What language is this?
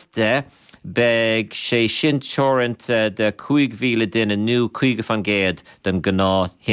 Irish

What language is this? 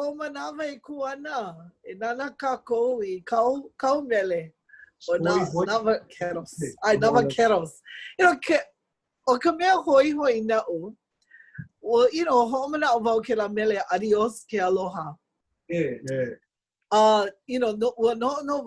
Hawaiian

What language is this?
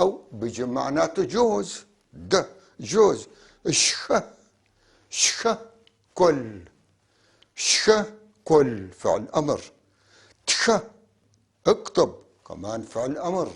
North Levantine Arabic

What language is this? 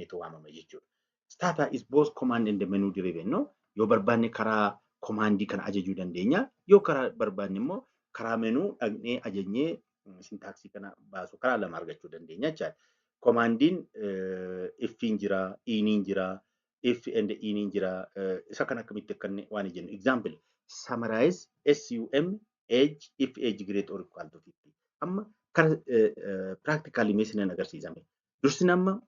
Oromo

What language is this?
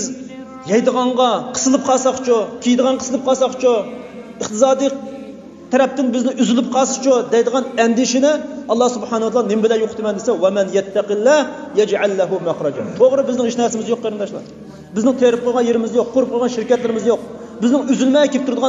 Uyghur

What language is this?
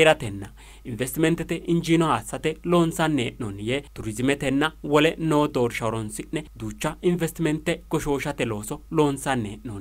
Sidamo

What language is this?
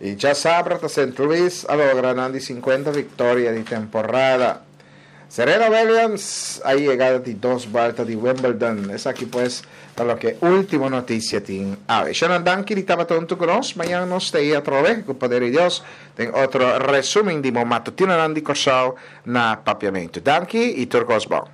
Papiamento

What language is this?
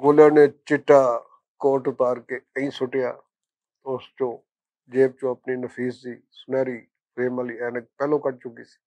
Western Panjabi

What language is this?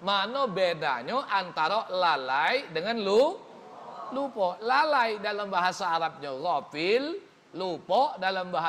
Musi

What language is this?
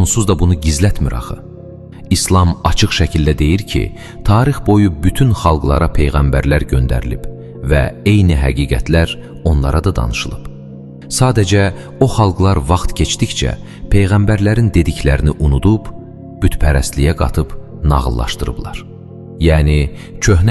Azerbaijani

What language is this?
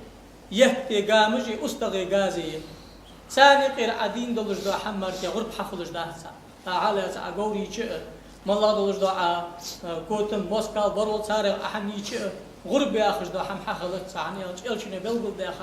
Ingush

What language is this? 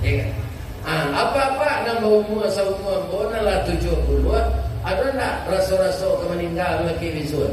Minangkabau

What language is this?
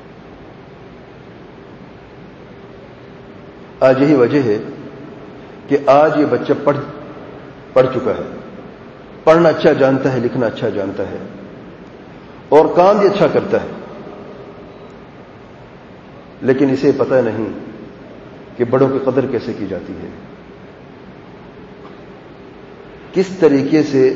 Urdu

